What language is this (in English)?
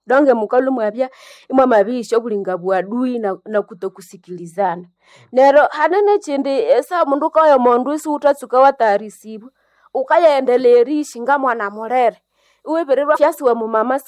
Nande